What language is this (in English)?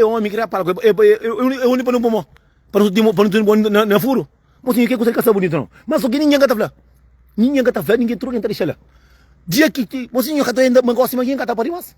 Kabuverdianu